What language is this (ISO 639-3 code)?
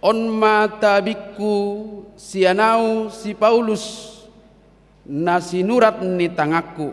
bbc